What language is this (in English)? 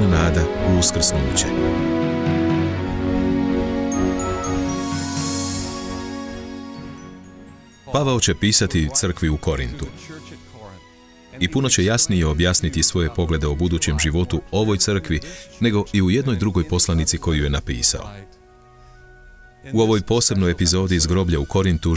Croatian